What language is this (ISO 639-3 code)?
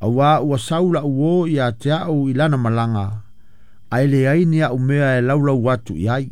smo